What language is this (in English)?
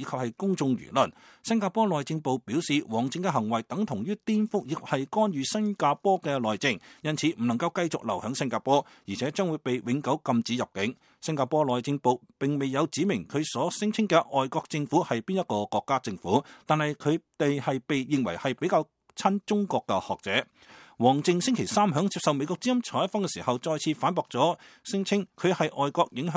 Cantonese